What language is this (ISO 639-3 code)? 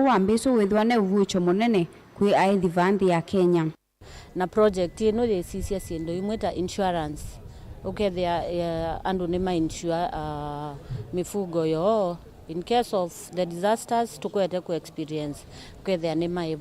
kam